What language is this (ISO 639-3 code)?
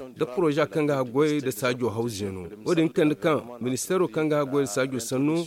dje